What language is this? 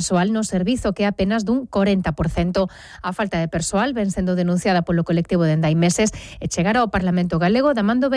Galician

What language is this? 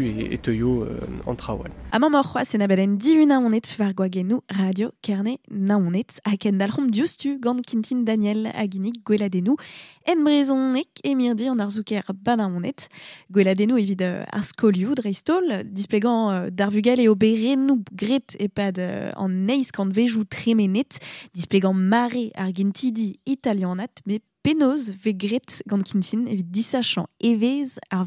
Breton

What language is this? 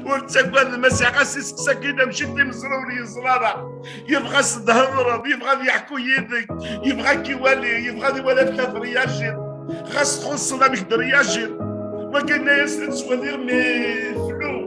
Kabyle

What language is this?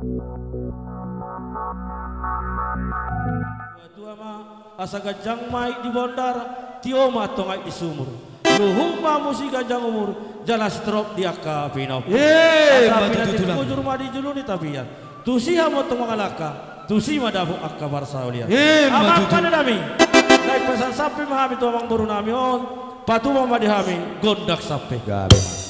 Batak Toba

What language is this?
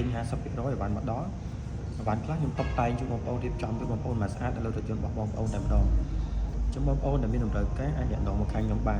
Khmer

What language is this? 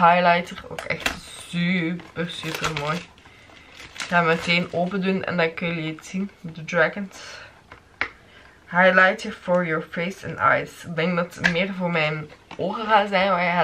Dutch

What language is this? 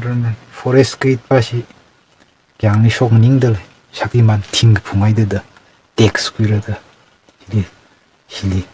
Tangkhul Naga (India)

